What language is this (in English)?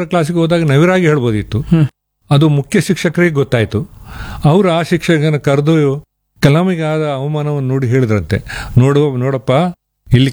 Kannada